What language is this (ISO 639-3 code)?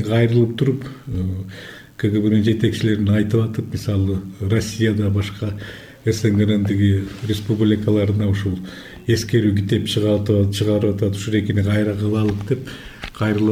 kir